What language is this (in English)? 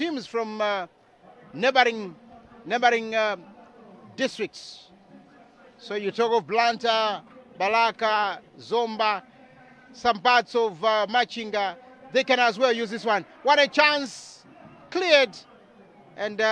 Nyanja